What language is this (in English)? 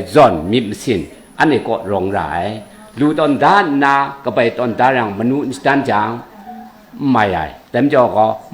Kachin